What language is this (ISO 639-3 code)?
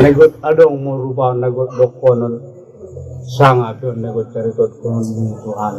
akb